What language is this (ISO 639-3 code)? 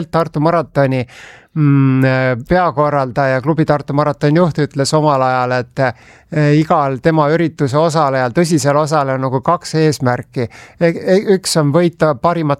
est